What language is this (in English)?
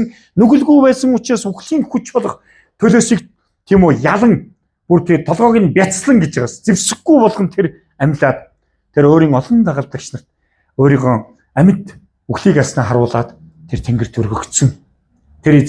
Mongolian